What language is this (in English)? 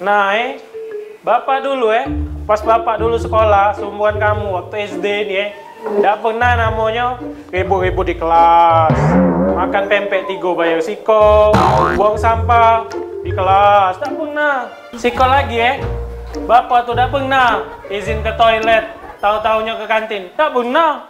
Musi